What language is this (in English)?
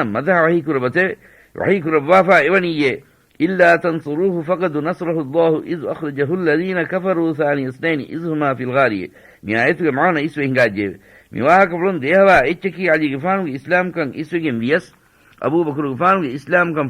Divehi